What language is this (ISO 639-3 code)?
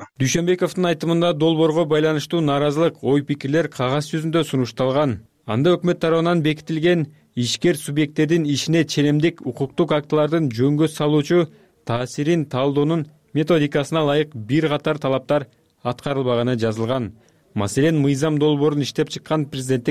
kir